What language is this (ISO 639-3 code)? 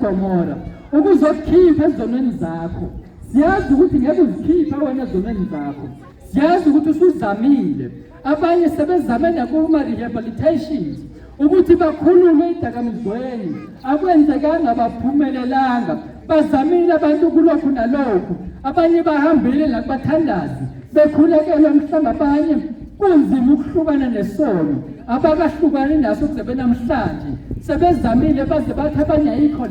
zul